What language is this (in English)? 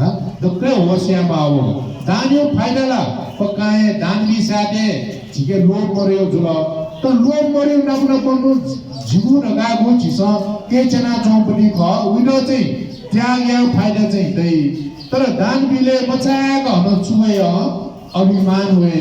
Newari